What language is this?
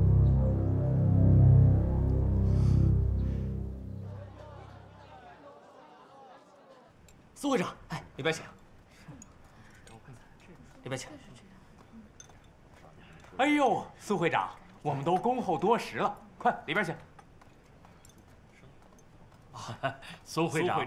Chinese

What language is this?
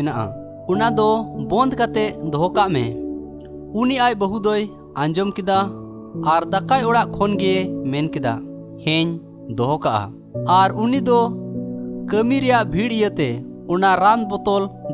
Santali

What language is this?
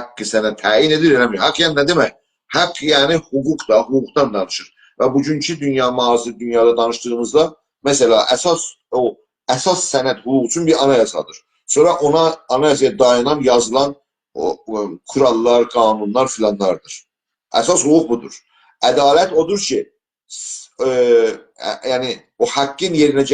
South Azerbaijani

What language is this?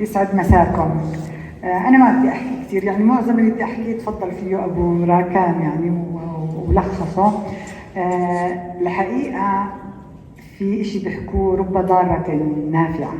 North Levantine Arabic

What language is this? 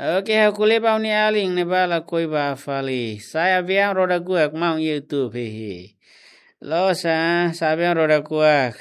Tetum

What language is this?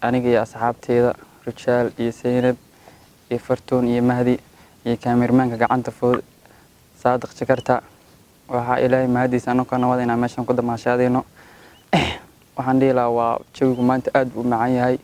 Somali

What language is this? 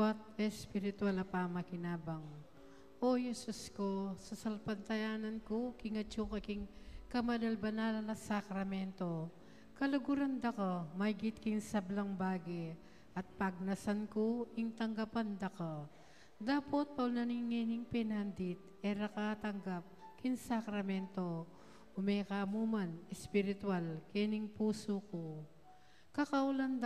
Pampanga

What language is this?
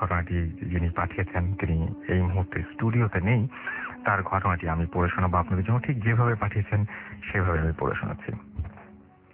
Bangla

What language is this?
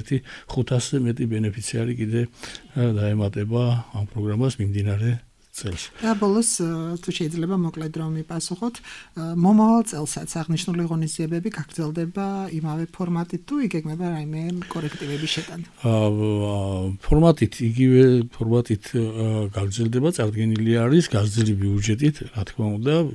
Georgian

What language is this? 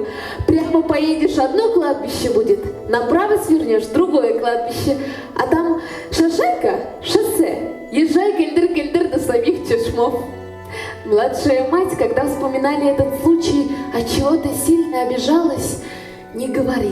Bashkir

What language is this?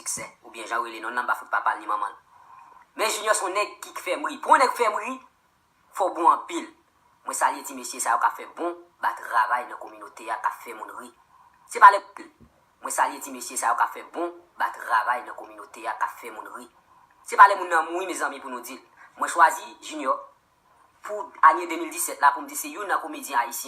Haitian Creole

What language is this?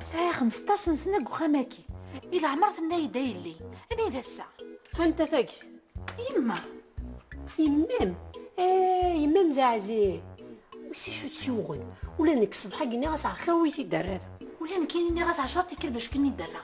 Kabyle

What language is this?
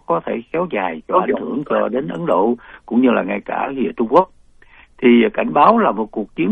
Vietnamese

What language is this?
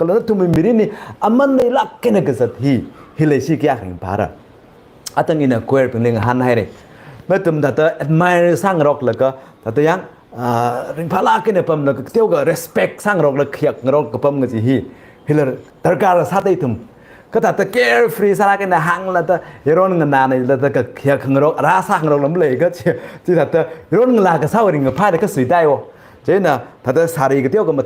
Tangkhul Naga (India)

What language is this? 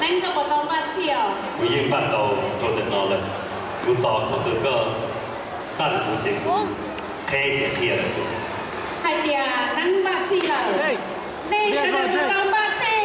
Hmong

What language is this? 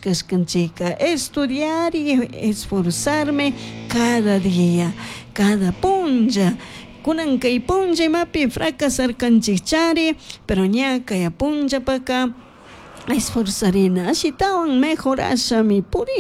Chimborazo Highland Quichua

